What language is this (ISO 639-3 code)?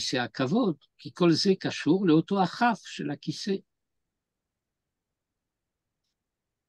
heb